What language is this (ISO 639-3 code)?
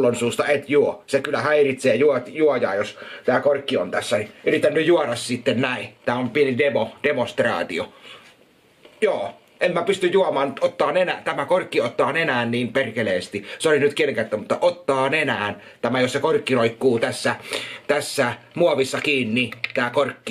fin